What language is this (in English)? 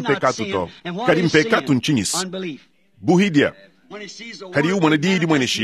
Luba-Lulua